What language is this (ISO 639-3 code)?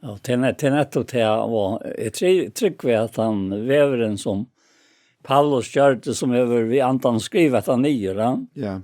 fao